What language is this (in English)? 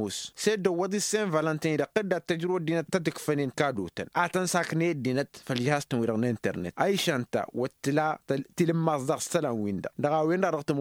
Tamasheq